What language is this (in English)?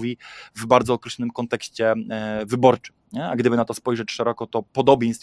Polish